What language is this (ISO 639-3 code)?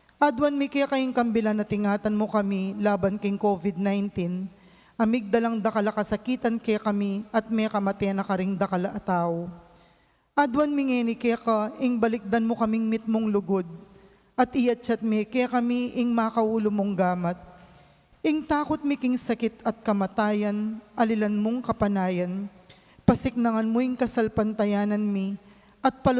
pam